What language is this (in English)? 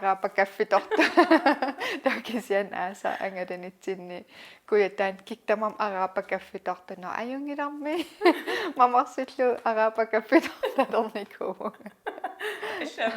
Kalaallisut